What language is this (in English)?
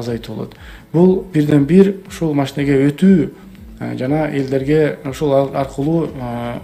Kyrgyz